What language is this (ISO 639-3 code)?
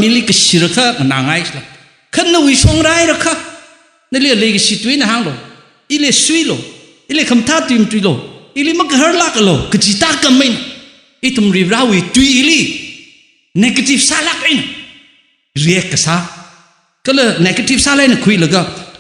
nmf